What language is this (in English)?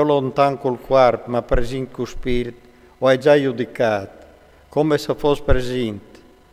Friulian